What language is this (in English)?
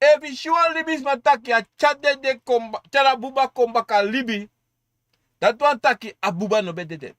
Sranan Tongo